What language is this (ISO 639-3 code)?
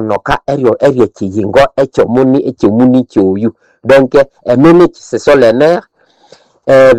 nnb